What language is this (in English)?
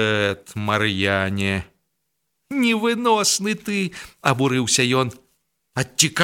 Belarusian